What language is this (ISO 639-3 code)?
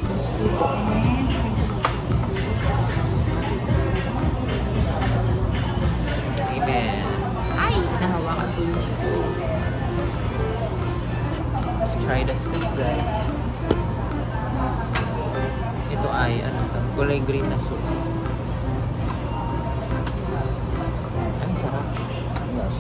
fil